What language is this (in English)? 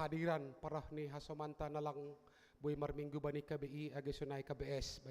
Batak Simalungun